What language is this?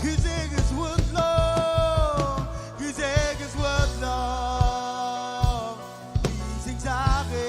Marshallese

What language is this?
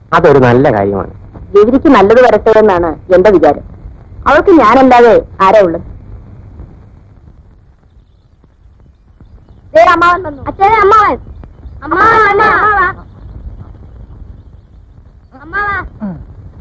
Malayalam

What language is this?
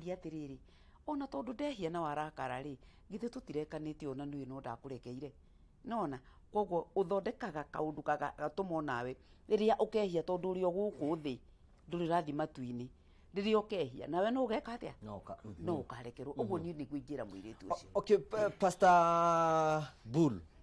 Kikuyu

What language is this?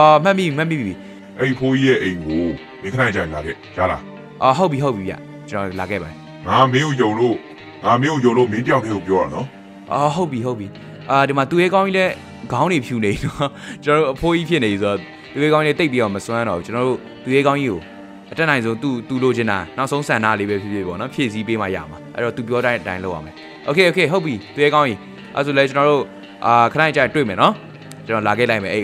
Burmese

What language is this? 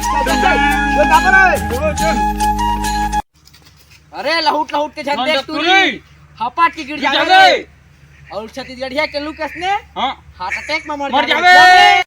Chhattisgarhi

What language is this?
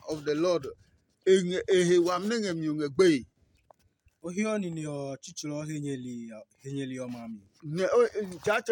Adangme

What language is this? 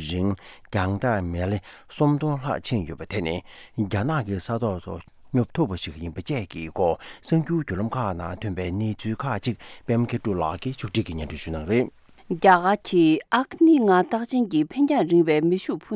Tibetan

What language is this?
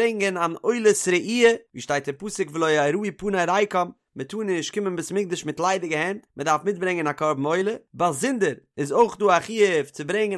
Yiddish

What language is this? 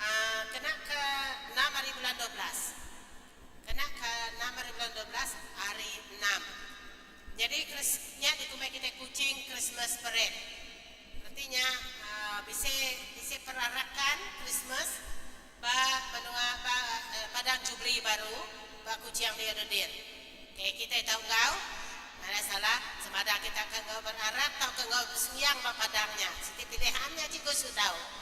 Iban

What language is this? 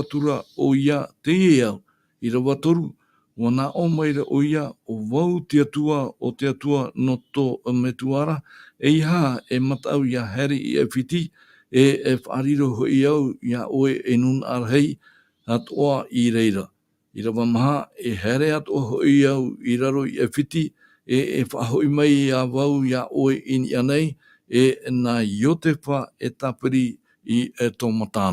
Tahitian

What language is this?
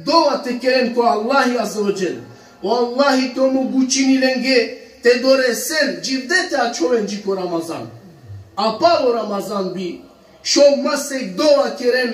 Balkan Romani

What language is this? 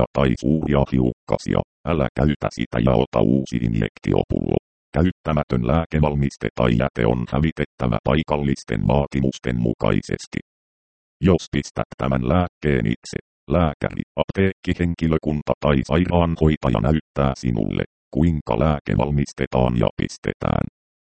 Finnish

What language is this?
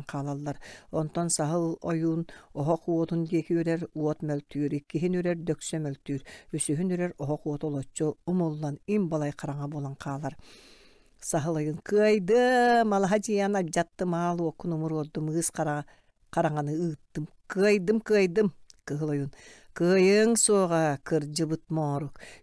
Yakut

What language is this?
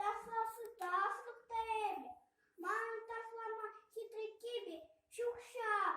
Chuvash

